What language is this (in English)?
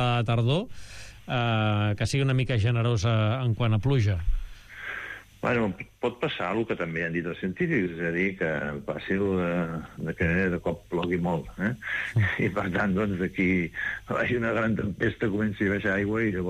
Catalan